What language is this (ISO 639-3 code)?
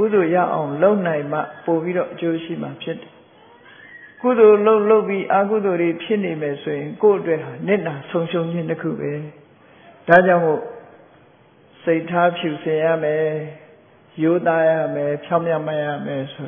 mya